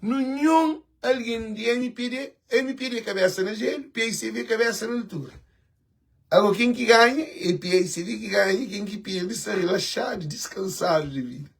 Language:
Kabuverdianu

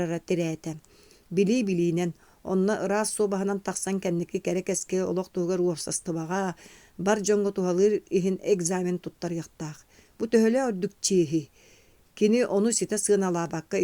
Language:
Yakut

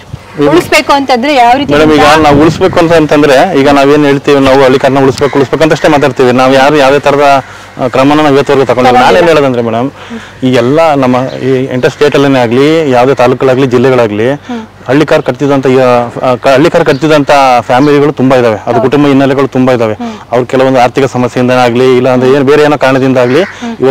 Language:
Kannada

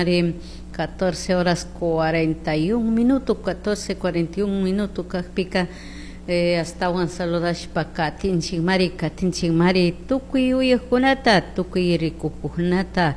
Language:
Chimborazo Highland Quichua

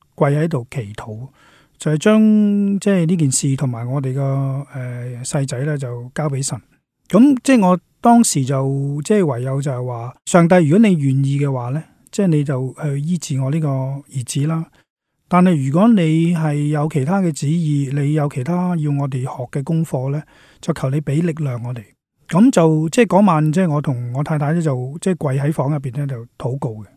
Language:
Cantonese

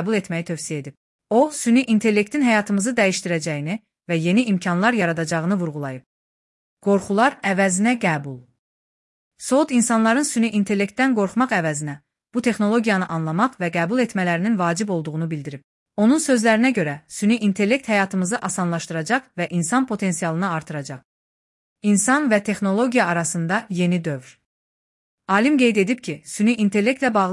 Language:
Azerbaijani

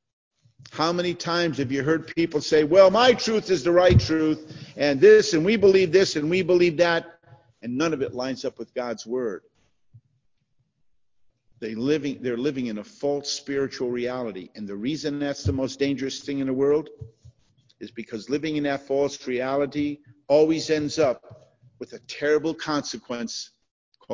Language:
English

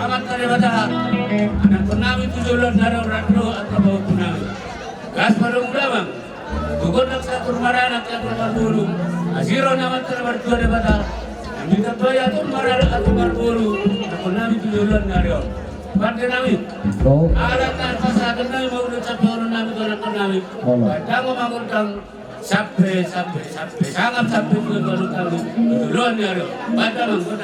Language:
Batak Toba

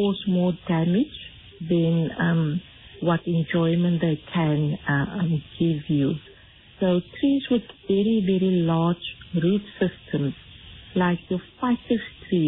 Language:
English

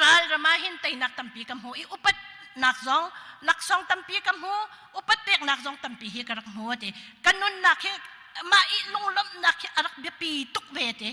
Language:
Hakha Chin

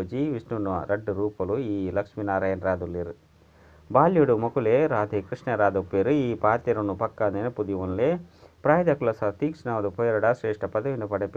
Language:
Tulu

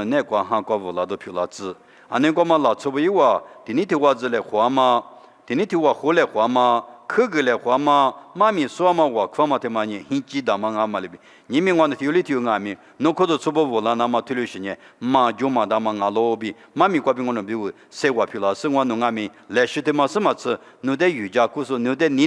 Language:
Lisu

